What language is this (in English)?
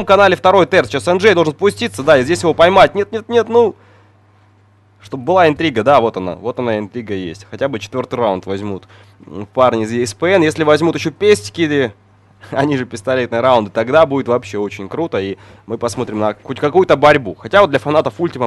Russian